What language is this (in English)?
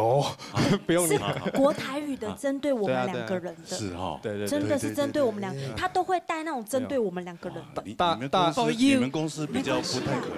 Chinese